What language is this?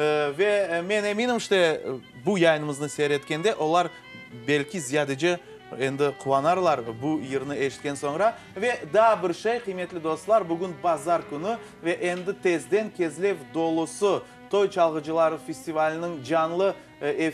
Crimean Tatar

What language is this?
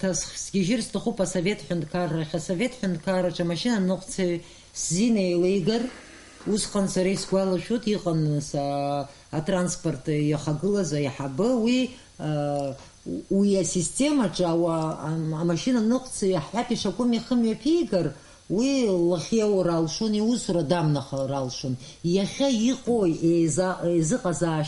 Abkhazian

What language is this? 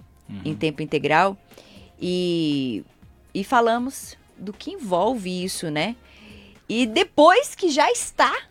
Portuguese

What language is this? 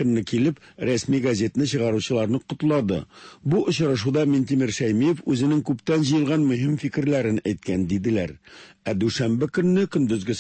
Tatar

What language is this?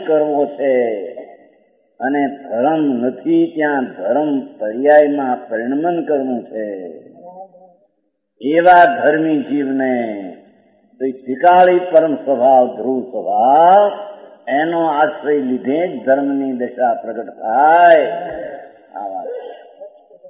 Gujarati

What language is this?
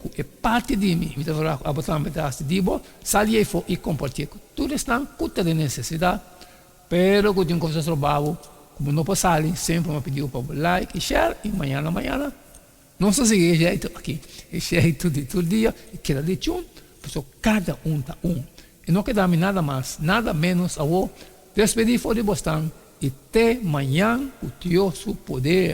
Papiamento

